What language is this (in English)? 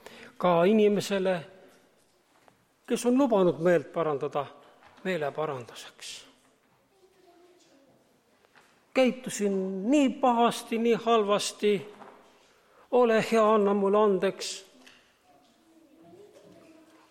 Estonian